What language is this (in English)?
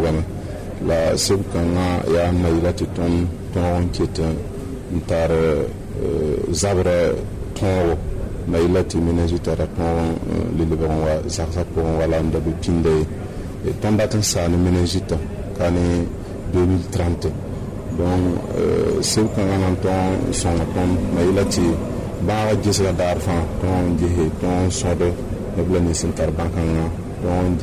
Mossi